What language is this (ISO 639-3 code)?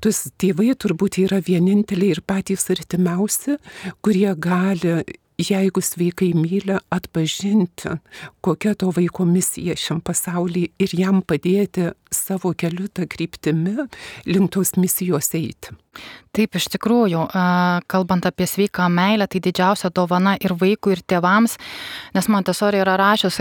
lit